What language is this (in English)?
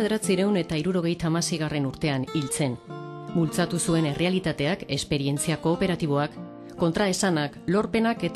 Basque